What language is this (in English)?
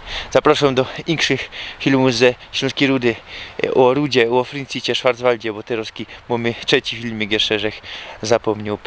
Silesian